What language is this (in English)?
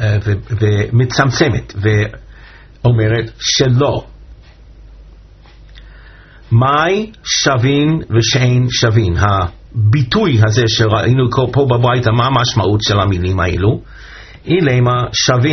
Hebrew